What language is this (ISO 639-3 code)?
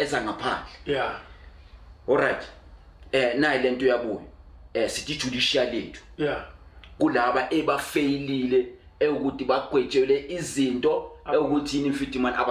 zul